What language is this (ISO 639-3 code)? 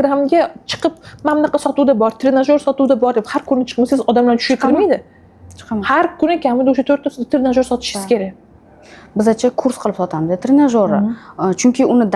uzb